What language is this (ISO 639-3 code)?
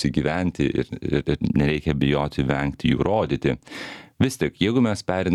lit